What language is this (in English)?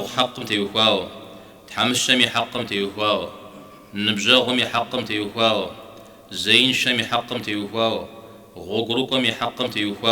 Kabardian